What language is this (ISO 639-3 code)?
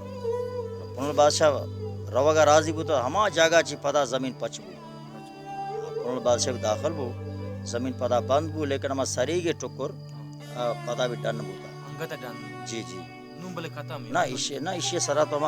bal